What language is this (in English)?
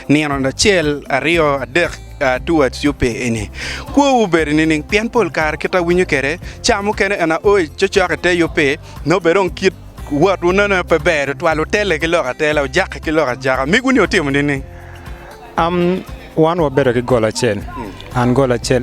Acoli